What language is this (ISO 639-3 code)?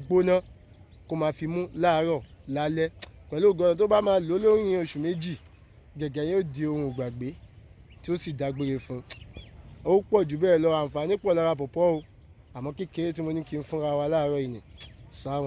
yor